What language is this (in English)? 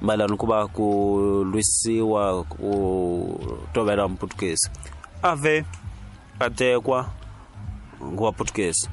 Tsonga